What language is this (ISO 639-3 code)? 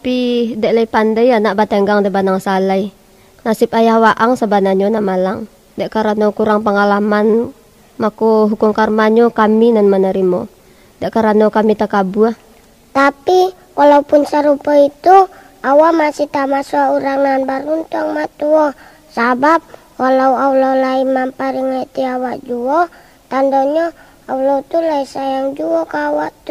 min